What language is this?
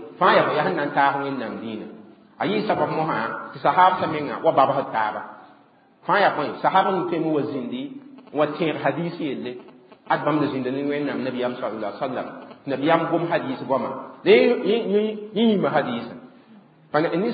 Mossi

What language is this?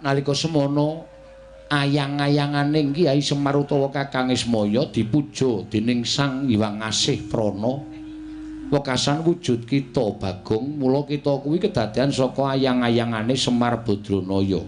Javanese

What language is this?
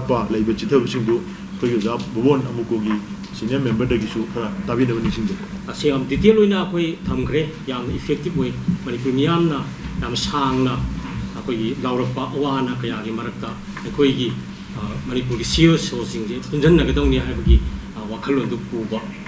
Manipuri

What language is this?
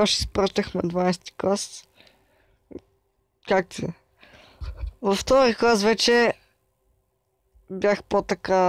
Bulgarian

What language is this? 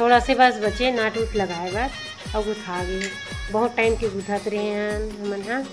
Chhattisgarhi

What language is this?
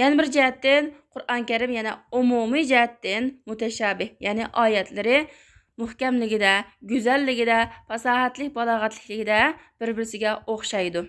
Uyghur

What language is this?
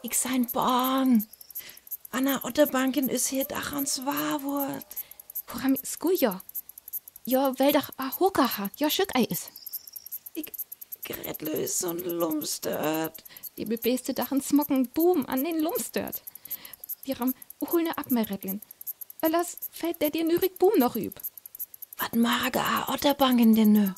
Northern Frisian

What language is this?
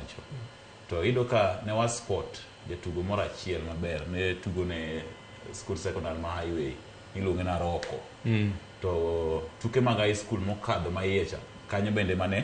Luo (Kenya and Tanzania)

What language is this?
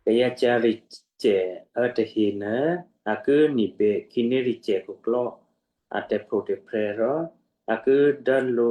Western Kayah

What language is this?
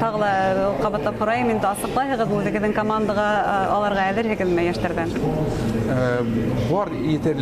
Bashkir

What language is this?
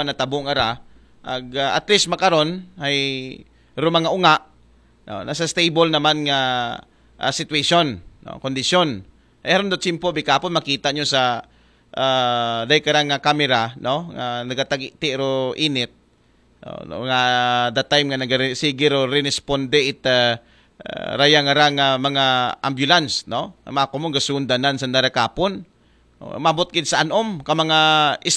Aklanon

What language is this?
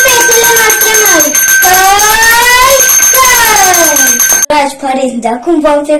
Romanian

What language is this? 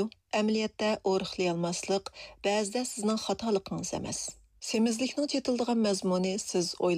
Uyghur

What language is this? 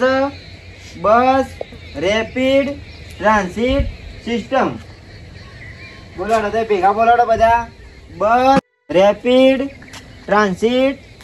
Gujarati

